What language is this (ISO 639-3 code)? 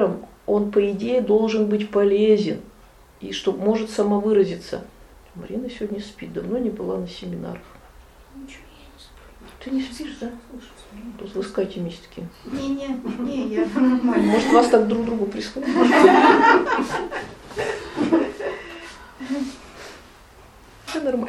rus